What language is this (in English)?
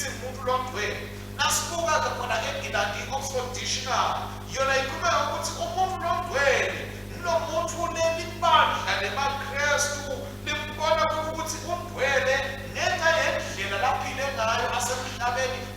Swati